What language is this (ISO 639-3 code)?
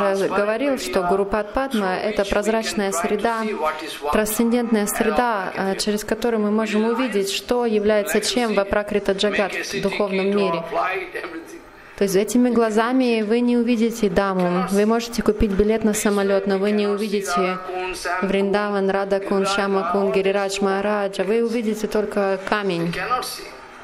rus